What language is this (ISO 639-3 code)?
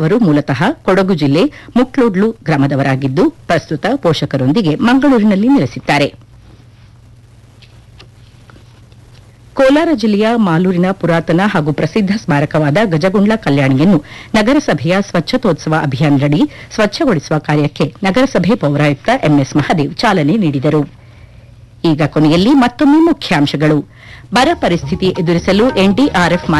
kan